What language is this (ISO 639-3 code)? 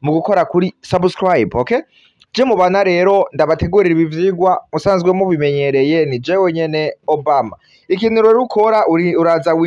run